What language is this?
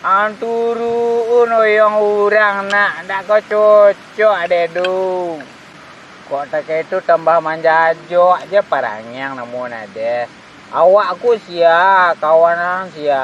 Minangkabau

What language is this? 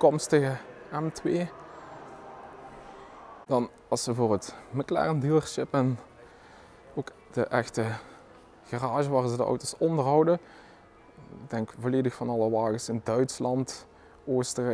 Dutch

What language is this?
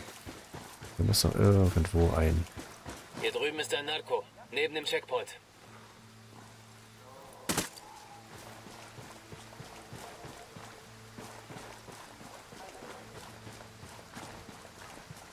German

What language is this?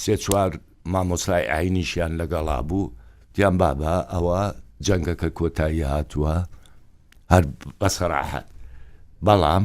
Central Kurdish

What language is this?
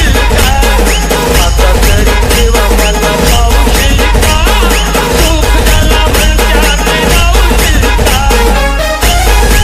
Marathi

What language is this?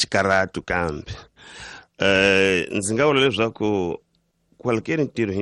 Tsonga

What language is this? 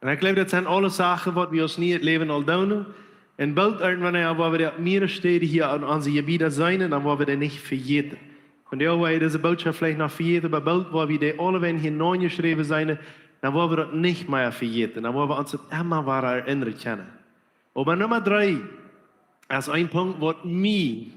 Plautdietsch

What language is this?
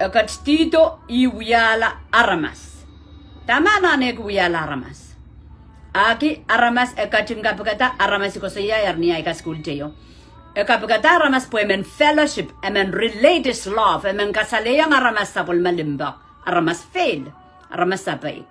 Pohnpeian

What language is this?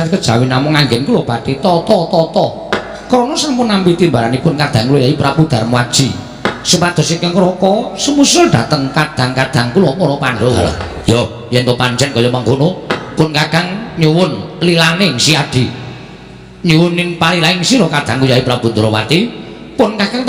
Javanese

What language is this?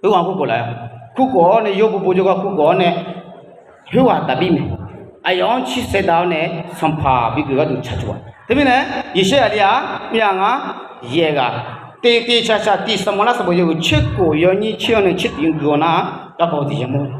Akha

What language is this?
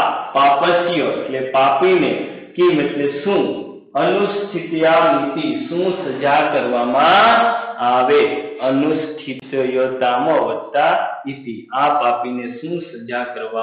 Gujarati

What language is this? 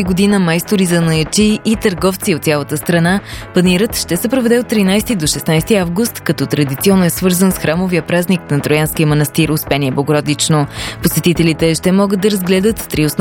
Bulgarian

